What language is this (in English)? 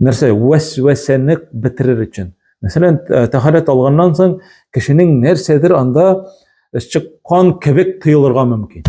Tatar